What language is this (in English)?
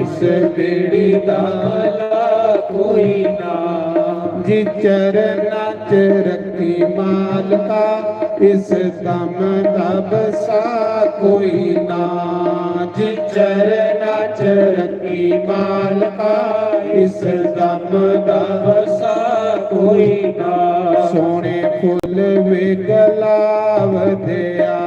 Dogri